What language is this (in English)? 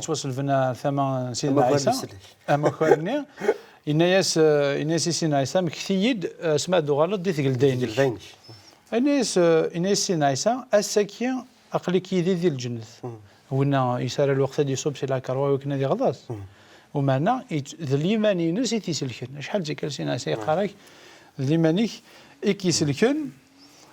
Kabyle